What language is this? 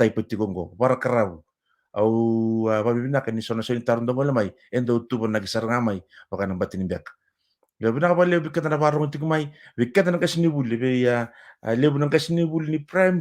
Fijian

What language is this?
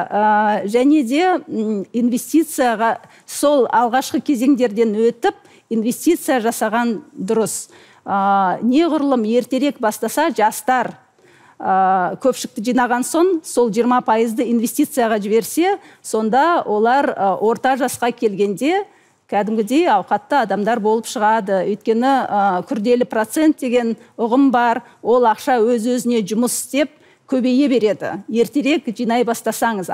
Kazakh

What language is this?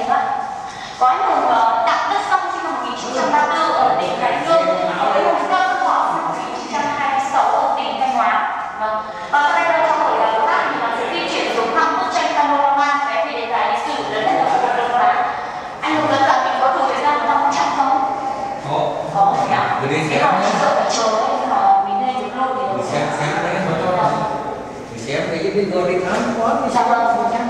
Vietnamese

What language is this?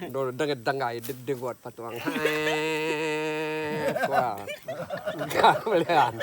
Iban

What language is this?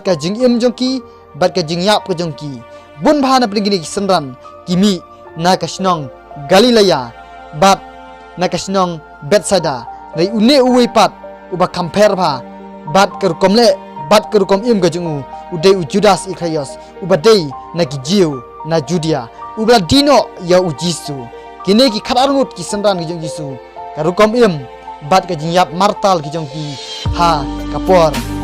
Khasi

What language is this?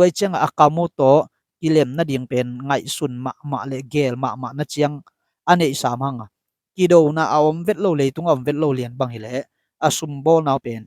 Tedim Chin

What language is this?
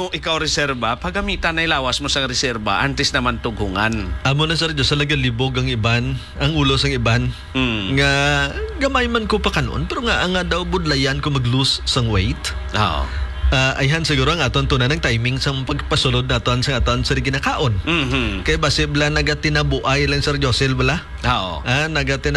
Hiligaynon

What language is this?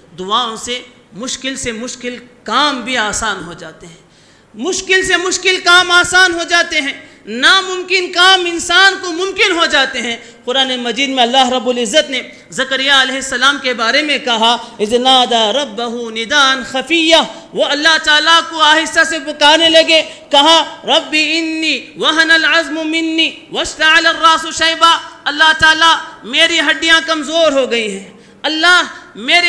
Urdu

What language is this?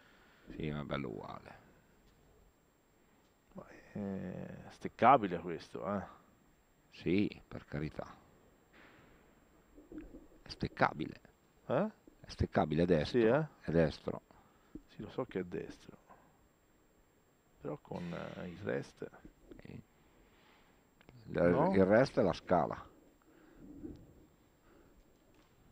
Italian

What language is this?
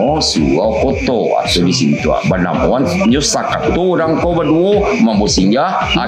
Minangkabau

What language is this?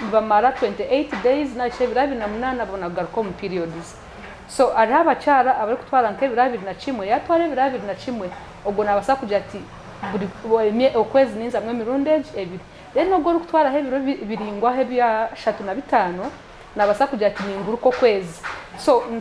Nyankole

